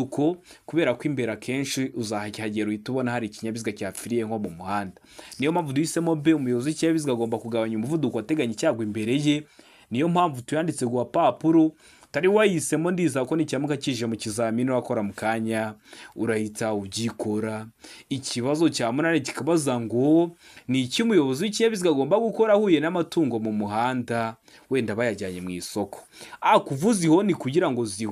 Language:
Kinyarwanda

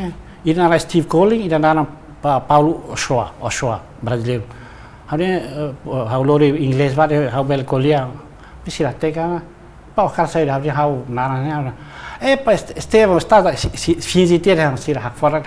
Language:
Tetum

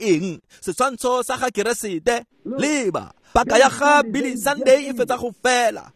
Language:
Tswana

